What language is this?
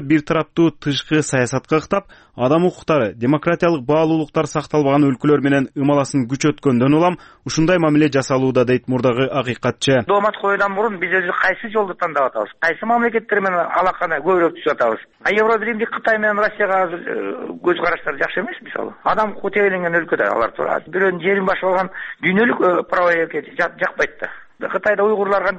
Kyrgyz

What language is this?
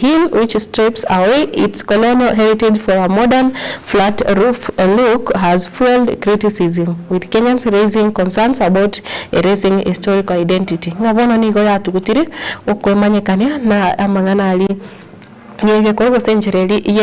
Gusii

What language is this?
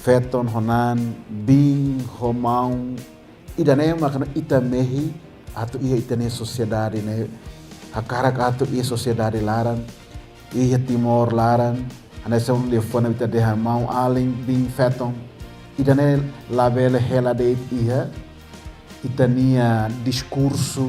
Tetum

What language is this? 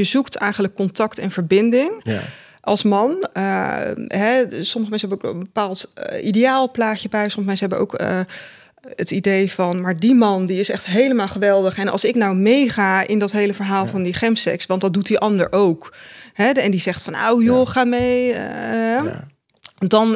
Dutch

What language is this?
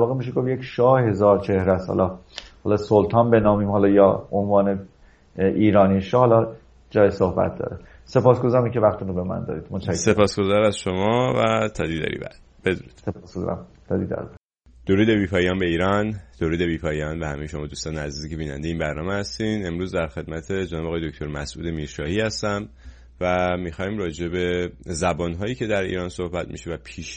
Persian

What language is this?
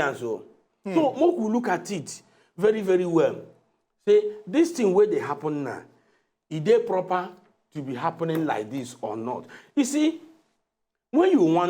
Nigerian Pidgin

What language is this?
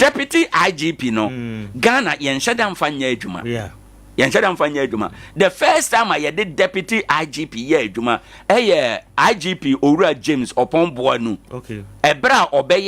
Akan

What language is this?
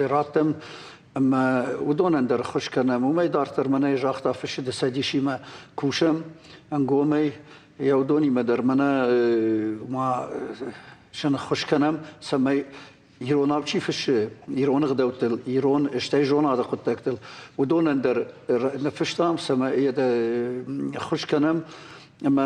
Ossetic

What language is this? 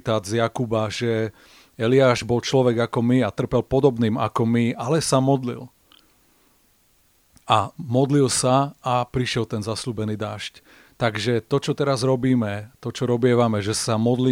Slovak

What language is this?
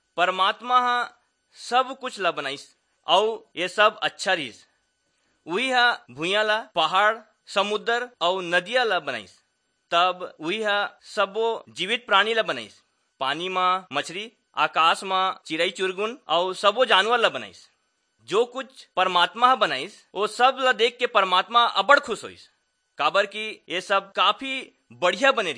Chhattisgarhi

